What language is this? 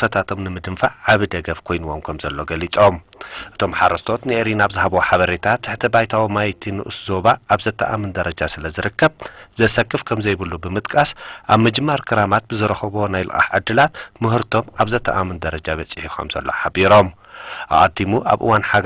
Tigrinya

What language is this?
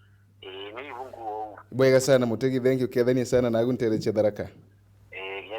Meru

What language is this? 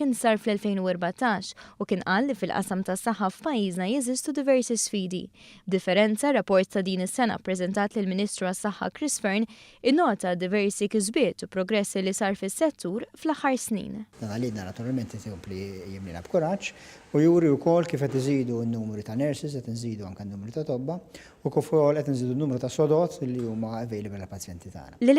Maltese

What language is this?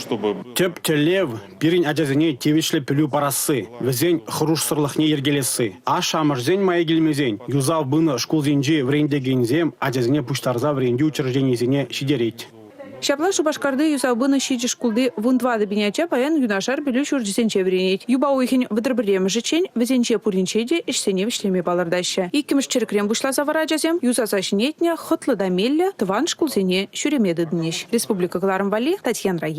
Chuvash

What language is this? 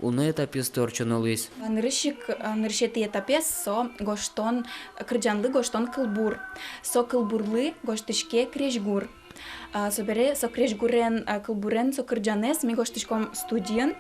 Udmurt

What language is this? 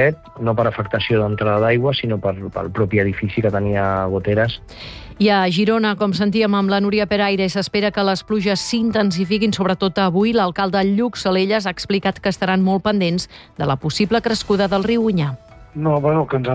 Catalan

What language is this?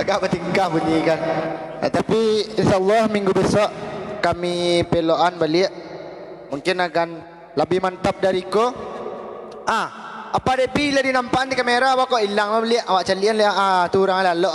Minangkabau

